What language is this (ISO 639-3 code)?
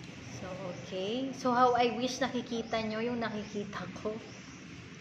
fil